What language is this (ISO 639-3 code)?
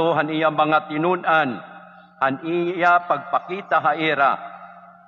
war